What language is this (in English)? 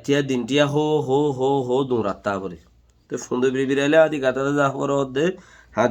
Rohingya